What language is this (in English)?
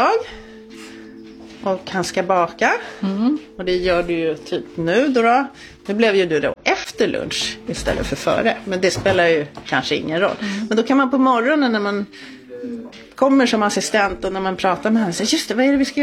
Swedish